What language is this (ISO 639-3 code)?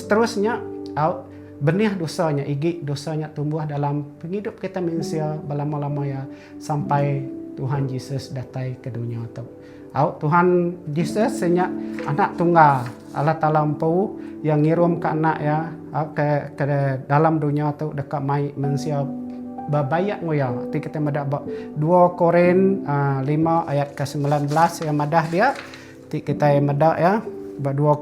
iba